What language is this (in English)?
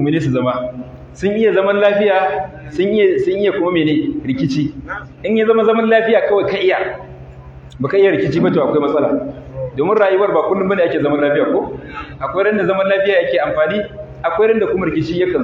Hausa